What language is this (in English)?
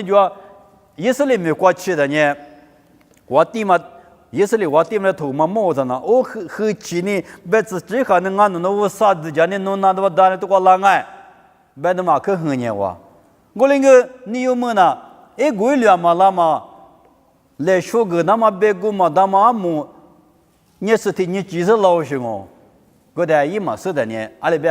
Lisu